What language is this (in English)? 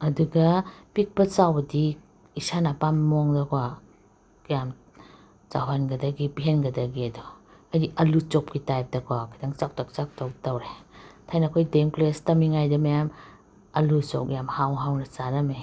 Manipuri